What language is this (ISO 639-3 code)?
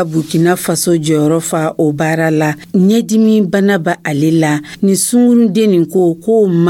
dyu